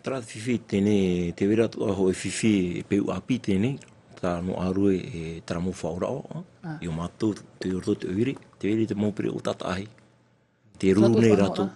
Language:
Tahitian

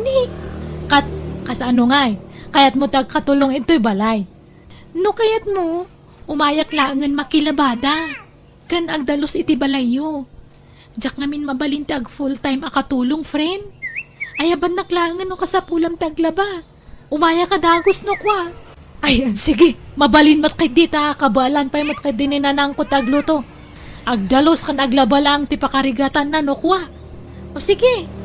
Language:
Iloko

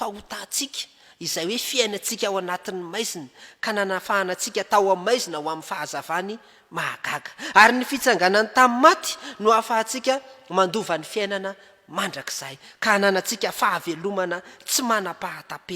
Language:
Malagasy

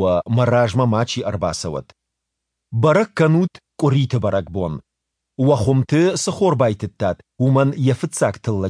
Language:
Slovenian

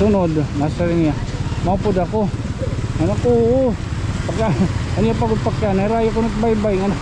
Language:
Waray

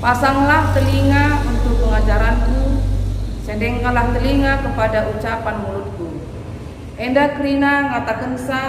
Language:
Batak Karo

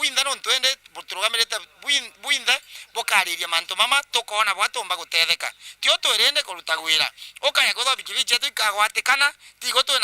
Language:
Meru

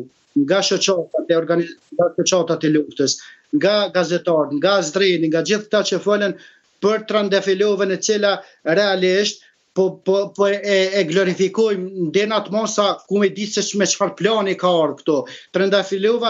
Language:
Albanian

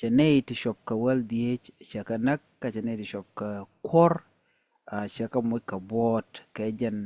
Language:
Nuer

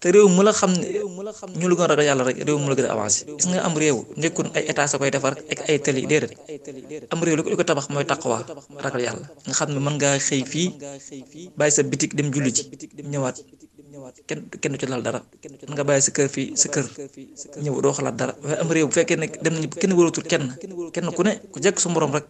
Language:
Wolof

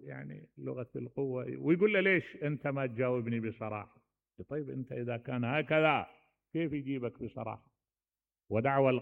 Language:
Mesopotamian Arabic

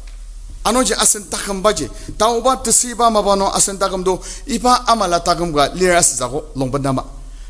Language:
Ao Naga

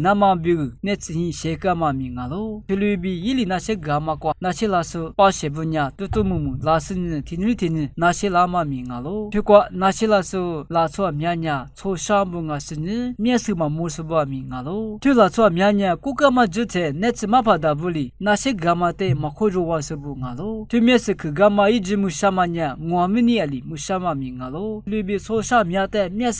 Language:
Lisu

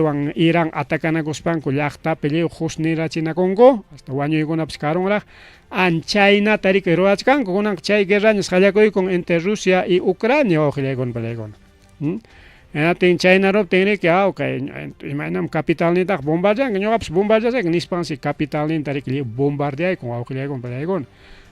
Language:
Ayacucho Quechua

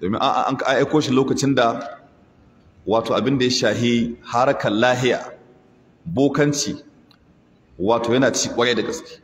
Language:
Hausa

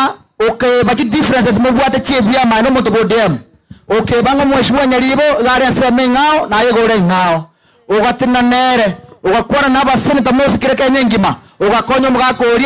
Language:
Gusii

